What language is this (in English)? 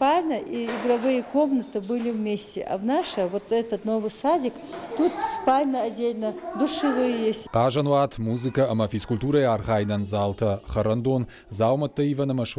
Ossetic